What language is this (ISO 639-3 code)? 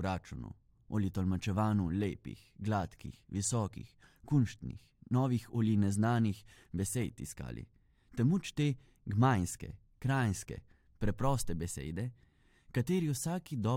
slv